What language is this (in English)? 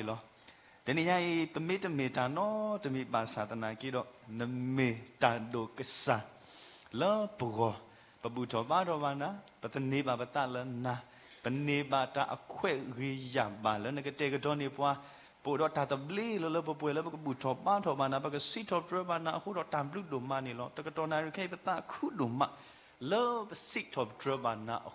S'gaw Karen